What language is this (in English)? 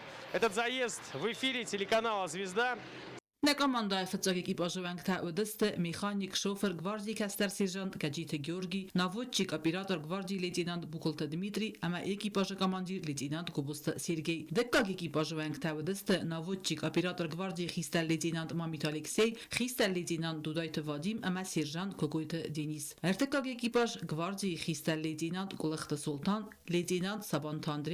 Ossetic